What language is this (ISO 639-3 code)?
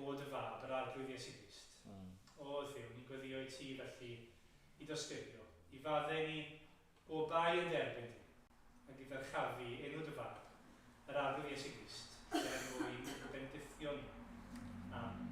cym